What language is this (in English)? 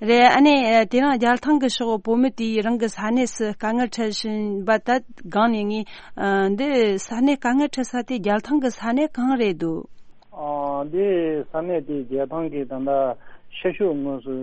Tibetan